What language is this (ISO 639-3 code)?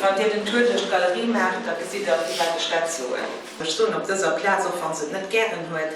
ltz